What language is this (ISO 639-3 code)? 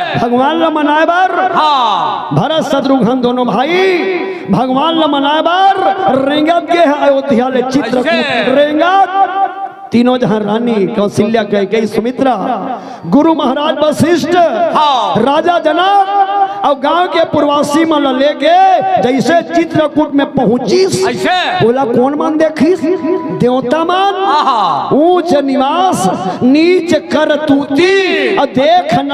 hne